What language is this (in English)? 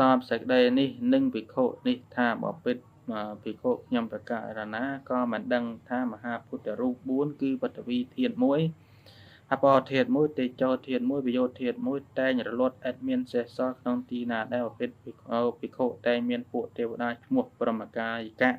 Khmer